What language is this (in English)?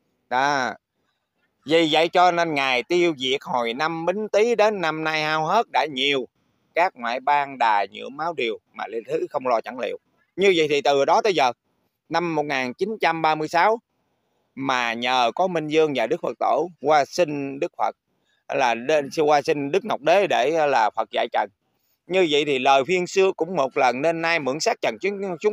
Vietnamese